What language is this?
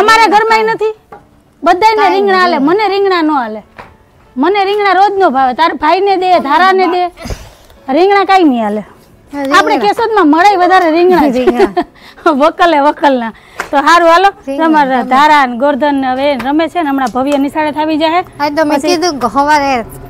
Gujarati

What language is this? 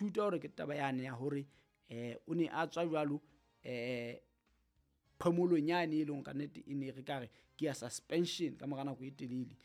Southern Sotho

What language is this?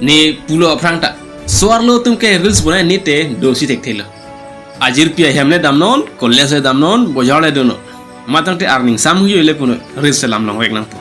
Karbi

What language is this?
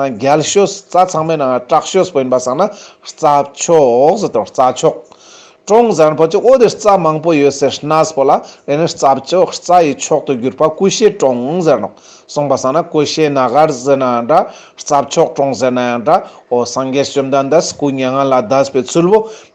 Ladakhi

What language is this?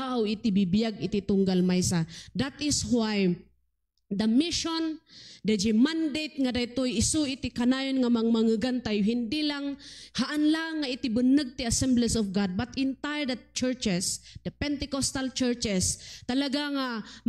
Iloko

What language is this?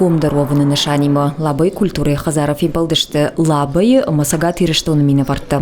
Ossetic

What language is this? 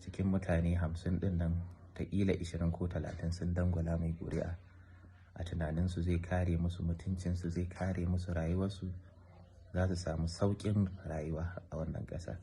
Hausa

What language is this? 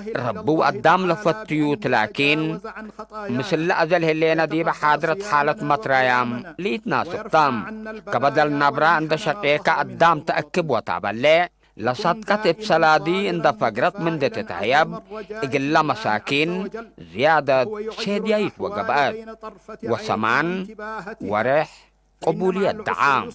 Tigre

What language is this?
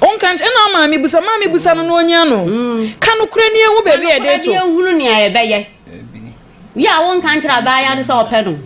Akan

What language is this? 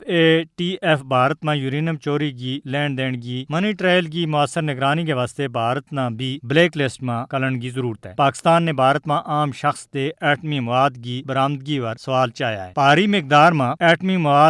Gujari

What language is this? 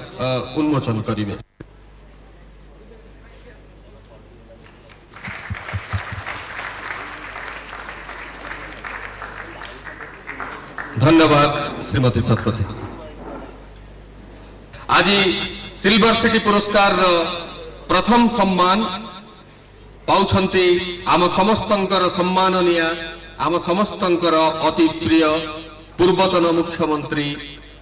Odia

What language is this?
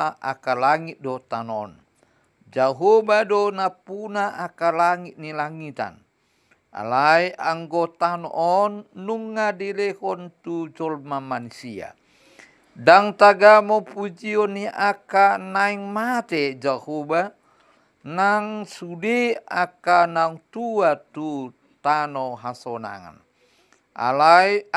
Batak Toba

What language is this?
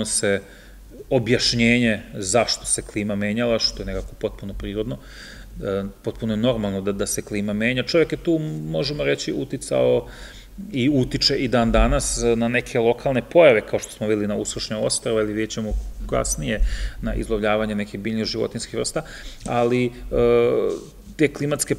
Serbian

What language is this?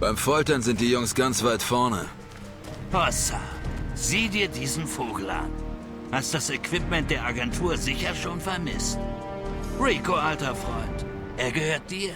Bavarian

